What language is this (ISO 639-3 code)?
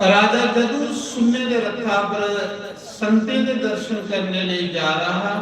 doi